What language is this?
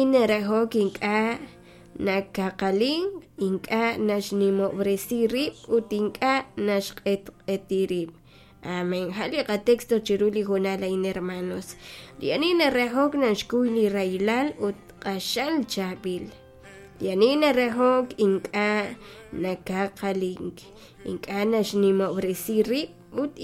Kekchí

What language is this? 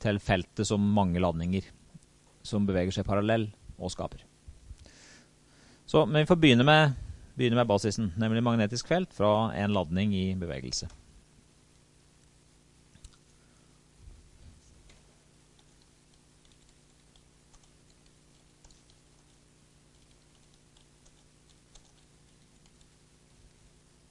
Norwegian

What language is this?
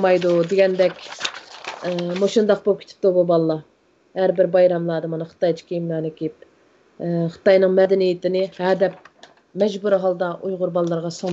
Uyghur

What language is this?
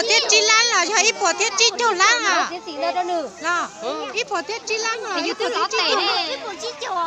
Hmong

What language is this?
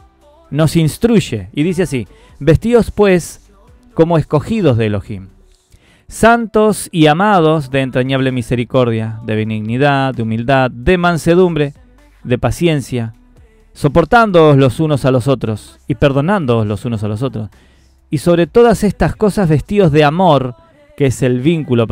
Spanish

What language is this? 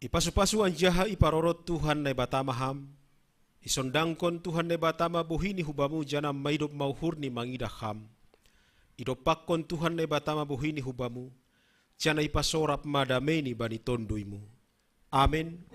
Batak Simalungun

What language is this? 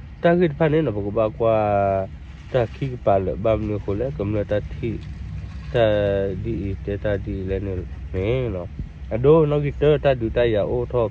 S'gaw Karen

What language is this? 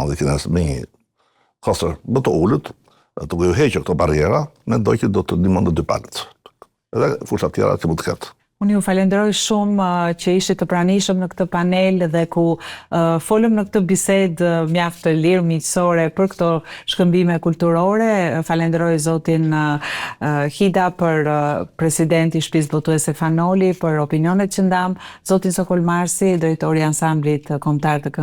Albanian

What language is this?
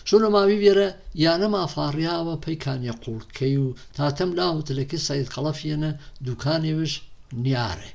Gurani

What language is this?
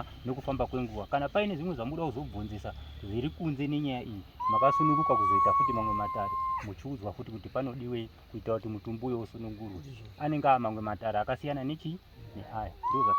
Shona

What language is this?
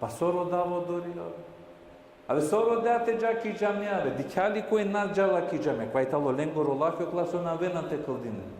Balkan Romani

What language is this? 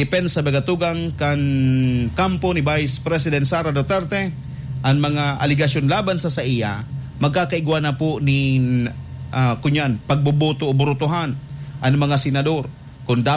Bikol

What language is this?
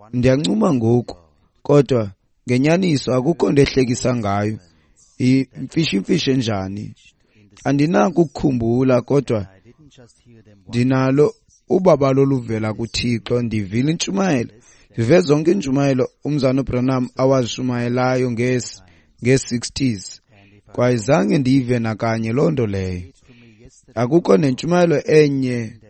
Xhosa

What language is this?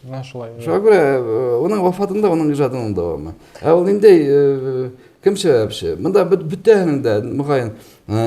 Bashkir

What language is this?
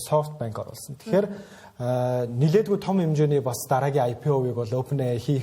Mongolian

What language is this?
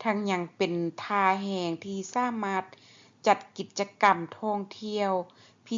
Lao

